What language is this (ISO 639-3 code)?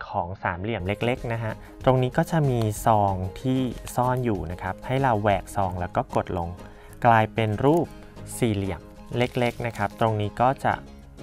tha